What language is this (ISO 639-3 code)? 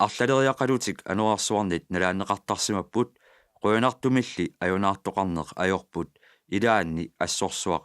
kal